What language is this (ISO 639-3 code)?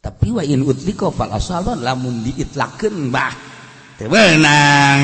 sun